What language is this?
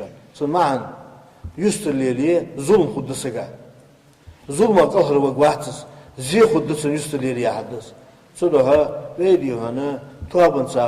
Ingush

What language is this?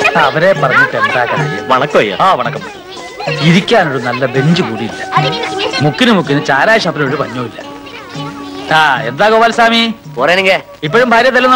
Malayalam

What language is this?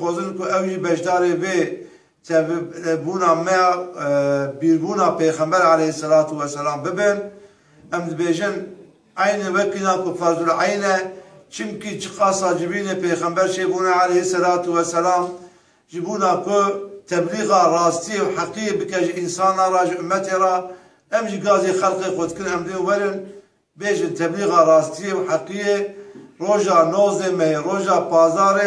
Kurdish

